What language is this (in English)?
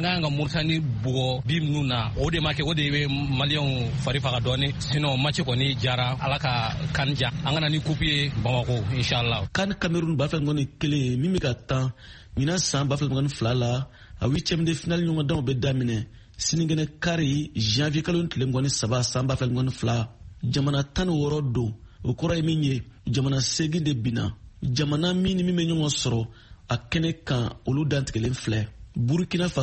Bambara